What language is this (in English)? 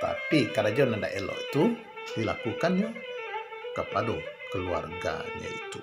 Minangkabau